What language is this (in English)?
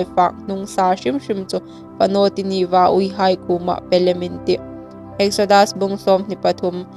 Hmar